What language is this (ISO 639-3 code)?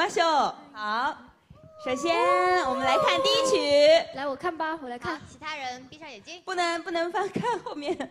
zho